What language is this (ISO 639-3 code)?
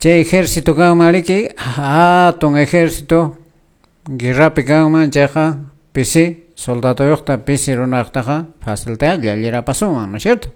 que